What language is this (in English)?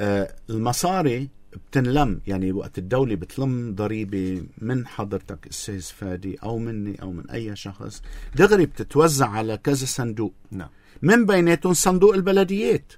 North Levantine Arabic